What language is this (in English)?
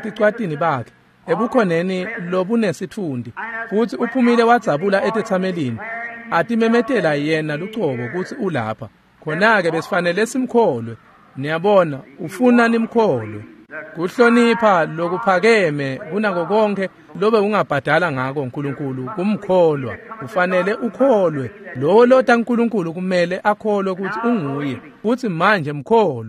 Swati